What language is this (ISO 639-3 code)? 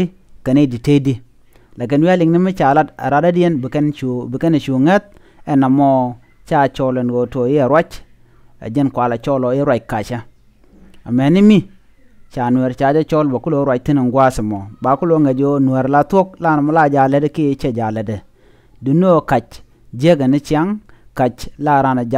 nus